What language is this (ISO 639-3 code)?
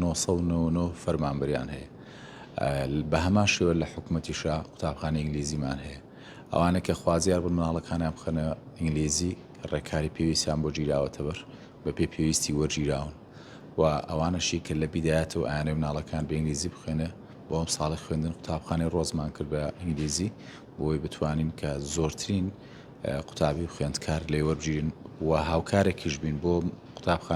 ckb